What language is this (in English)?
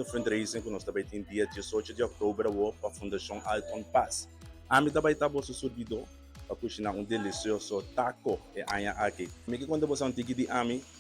Papiamento